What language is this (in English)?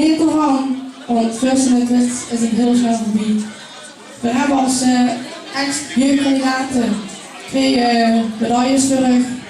Limburgish